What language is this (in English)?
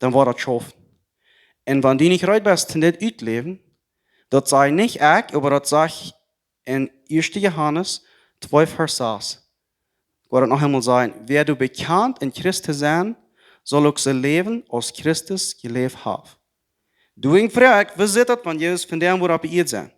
Plautdietsch